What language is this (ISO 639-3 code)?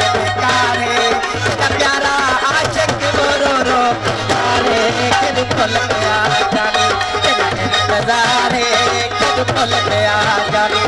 skr